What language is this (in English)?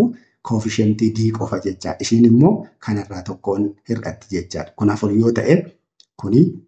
Oromo